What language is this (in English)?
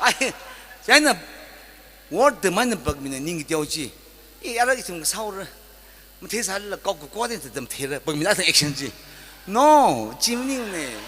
Tangkhul Naga (India)